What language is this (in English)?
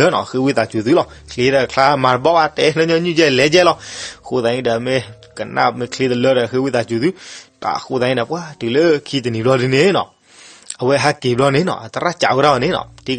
S'gaw Karen